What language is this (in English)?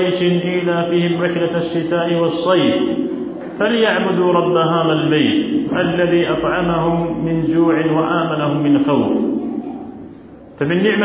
Arabic